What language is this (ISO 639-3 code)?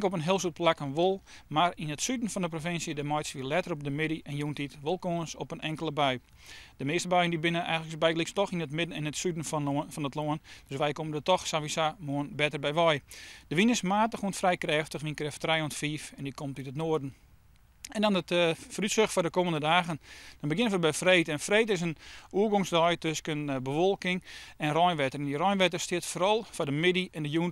fry